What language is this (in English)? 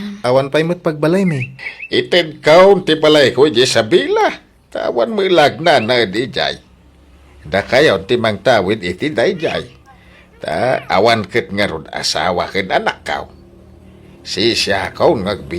Iloko